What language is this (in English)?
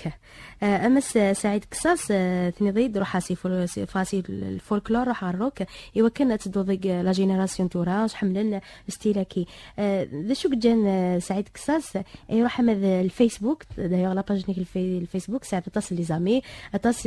Kabyle